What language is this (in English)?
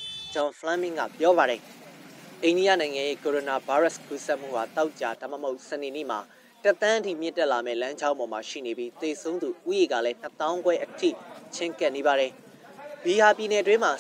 Burmese